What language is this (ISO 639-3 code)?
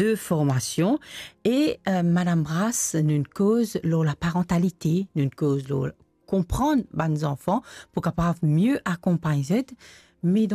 mfe